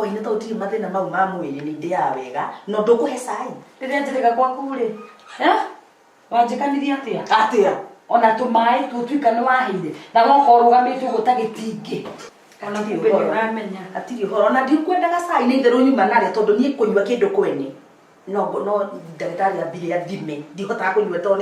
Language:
Kikuyu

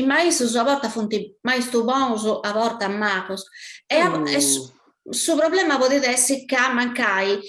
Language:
Sardinian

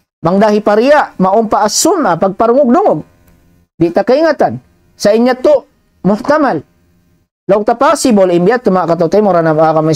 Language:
Tausug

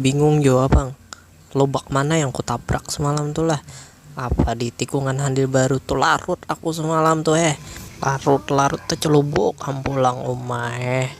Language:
Banjar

